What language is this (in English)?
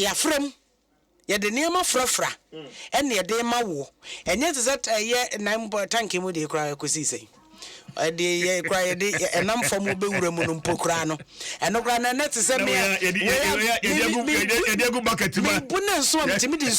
Akan